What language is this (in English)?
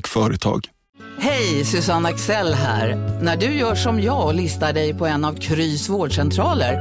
Swedish